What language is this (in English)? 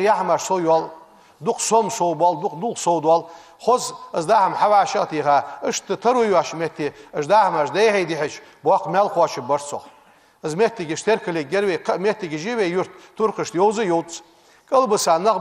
Ingush